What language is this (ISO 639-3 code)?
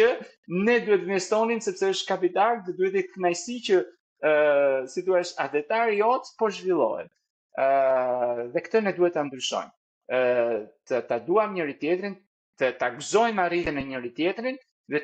sqi